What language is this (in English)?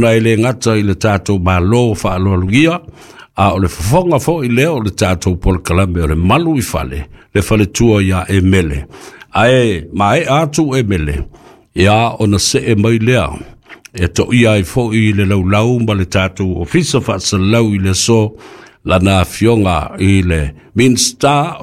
Samoan